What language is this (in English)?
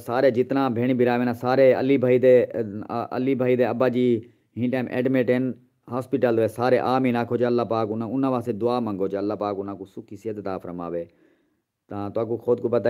Saraiki